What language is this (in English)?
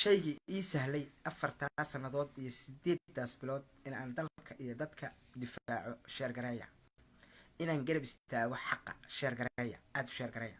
Somali